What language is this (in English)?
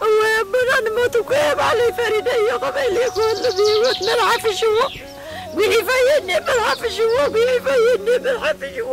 Tigrinya